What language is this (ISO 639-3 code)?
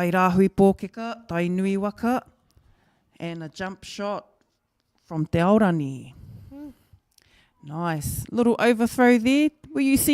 mri